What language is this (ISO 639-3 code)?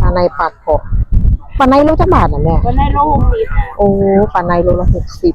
tts